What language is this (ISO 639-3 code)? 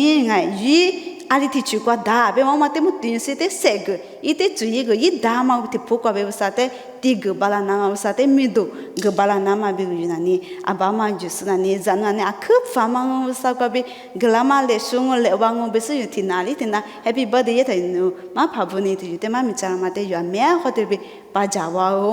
lis